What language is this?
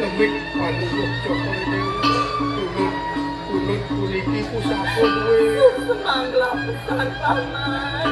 Balinese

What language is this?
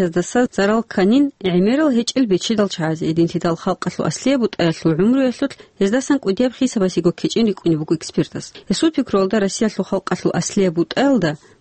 Avaric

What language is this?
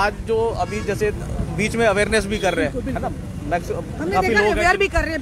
Hindi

